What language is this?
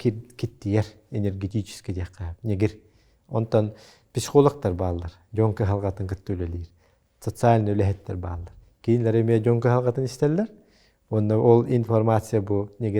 Yakut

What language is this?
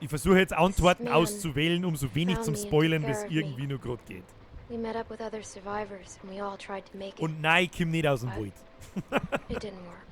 Bavarian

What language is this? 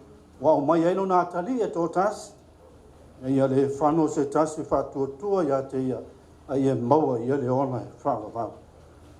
Samoan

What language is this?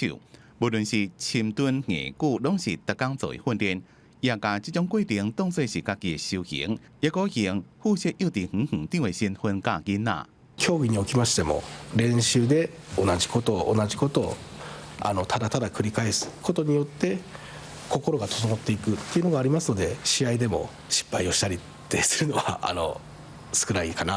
Min Nan Chinese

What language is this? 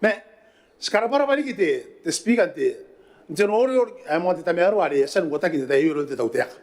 Gilbertese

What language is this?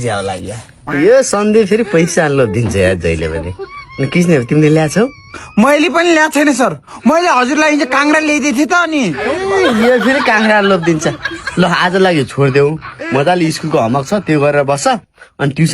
Nepali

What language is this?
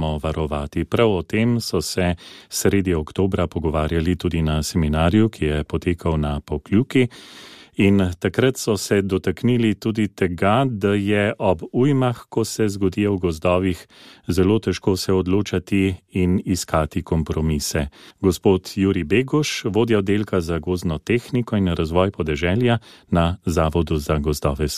Slovenian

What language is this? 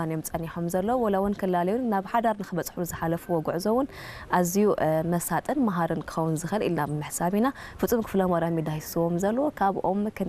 Tigrinya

